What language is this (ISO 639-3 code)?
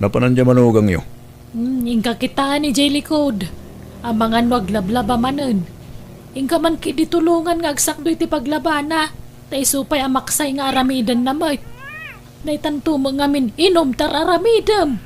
ilo